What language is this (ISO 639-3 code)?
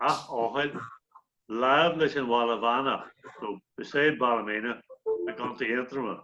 gle